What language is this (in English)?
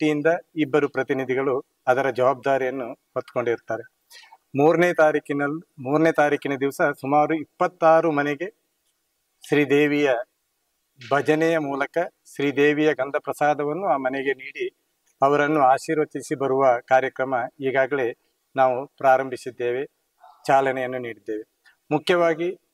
Kannada